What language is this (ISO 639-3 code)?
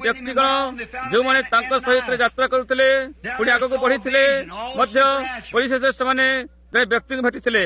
ori